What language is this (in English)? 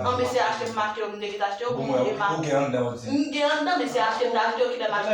Haitian Creole